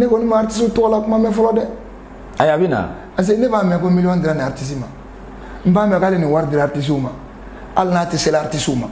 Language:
Bambara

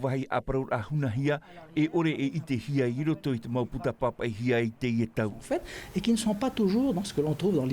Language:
Tahitian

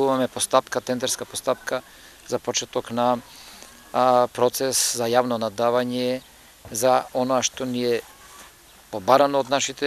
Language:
Macedonian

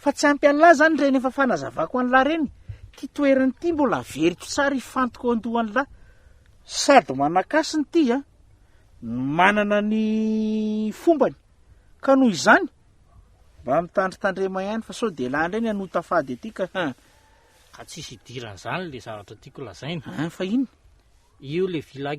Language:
Malagasy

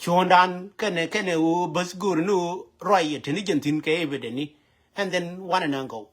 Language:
Nuer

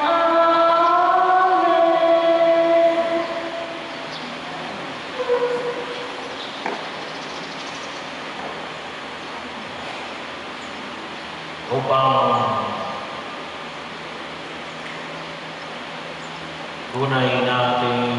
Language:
Filipino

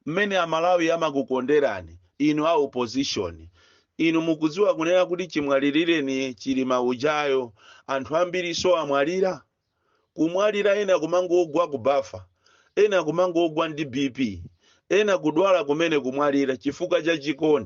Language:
Nyanja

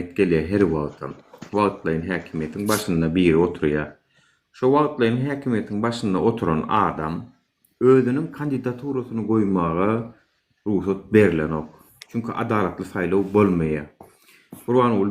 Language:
Turkmen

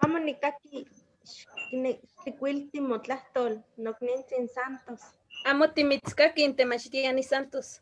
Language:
Eastern Huasteca Nahuatl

